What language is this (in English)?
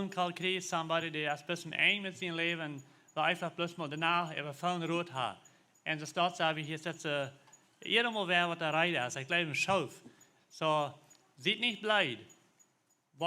Plautdietsch